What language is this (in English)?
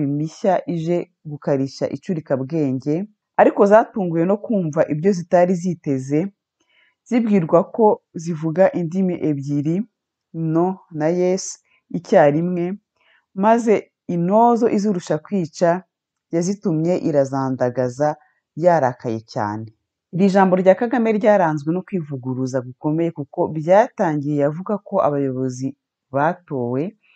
Kinyarwanda